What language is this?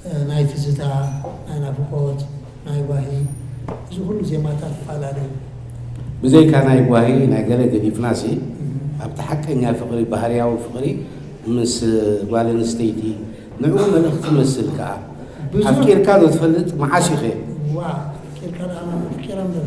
Tigrinya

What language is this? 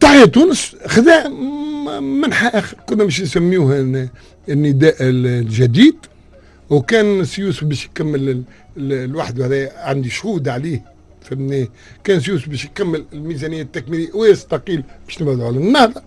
Tunisian Arabic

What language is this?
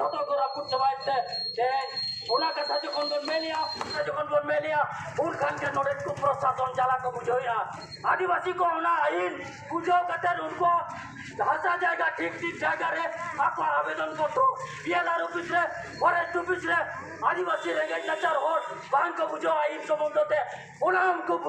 Santali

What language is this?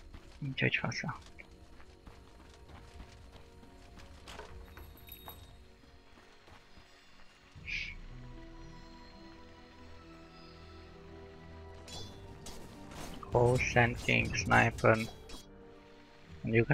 Hungarian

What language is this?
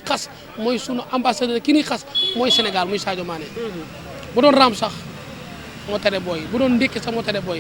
Wolof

